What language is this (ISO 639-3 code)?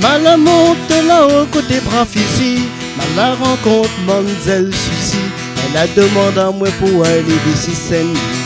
rcf